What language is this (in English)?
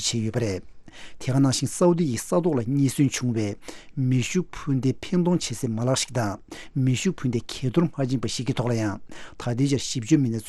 Tibetan